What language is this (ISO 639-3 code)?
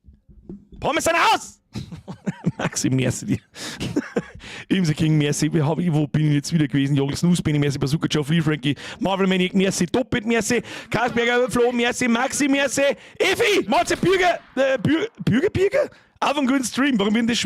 bar